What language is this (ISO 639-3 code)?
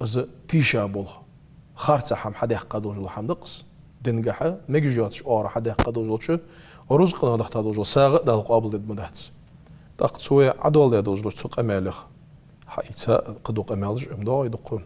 inh